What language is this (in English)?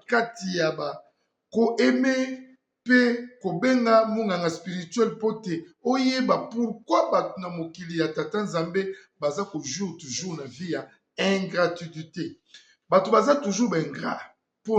Lingala